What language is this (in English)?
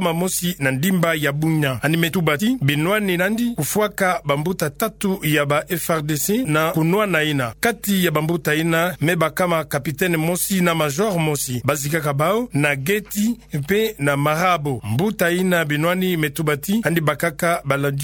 Kituba (Democratic Republic of Congo)